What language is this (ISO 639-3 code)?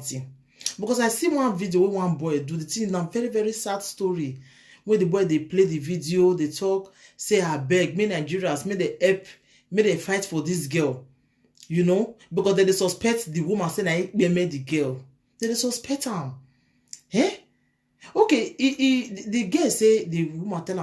pcm